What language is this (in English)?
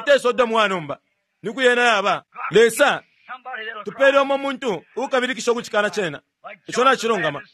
Bemba